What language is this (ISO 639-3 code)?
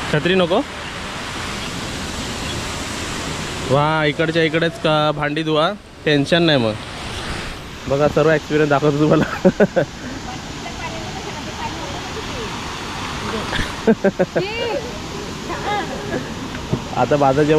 mar